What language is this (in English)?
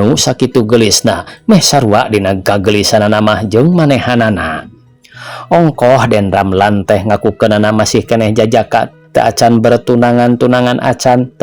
Sundanese